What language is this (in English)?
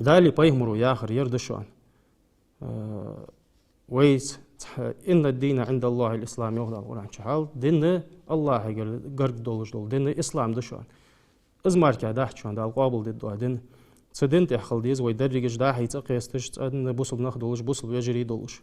Ingush